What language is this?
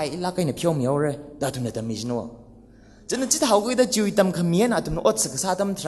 Tangkhul Naga (India)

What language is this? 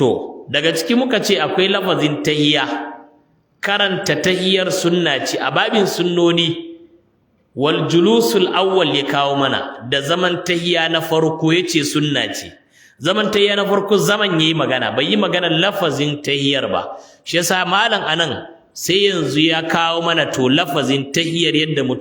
Hausa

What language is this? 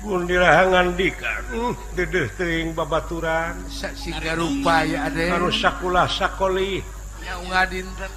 Sundanese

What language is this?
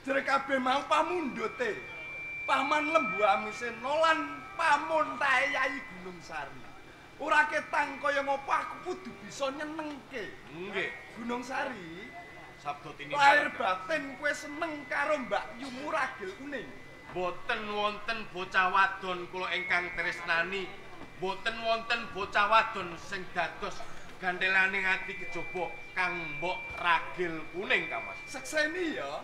Javanese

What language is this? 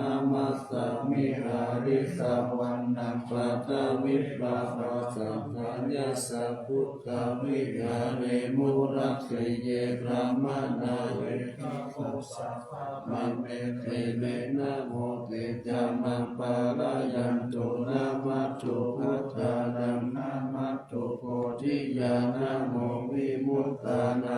Pali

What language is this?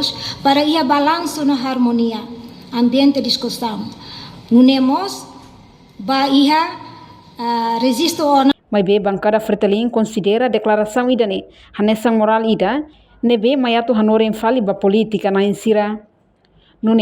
Tetum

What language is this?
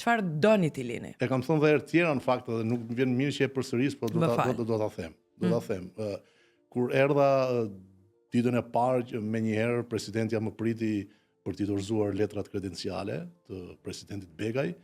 Albanian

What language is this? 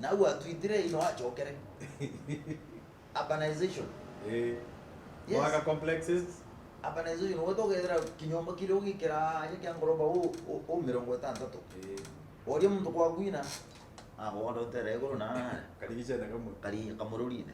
Meru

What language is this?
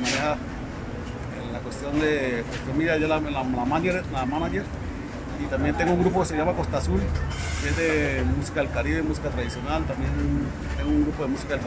Spanish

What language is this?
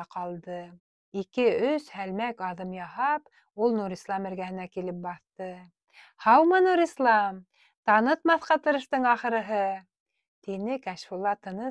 Bashkir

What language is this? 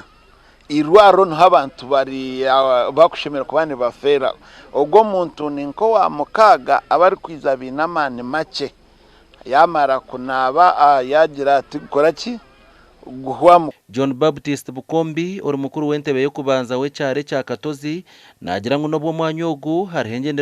Nyankole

